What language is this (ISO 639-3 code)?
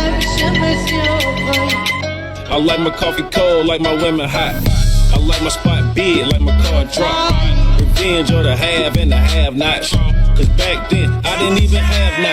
acm